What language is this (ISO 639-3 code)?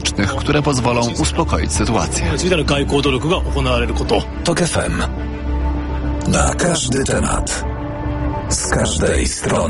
pol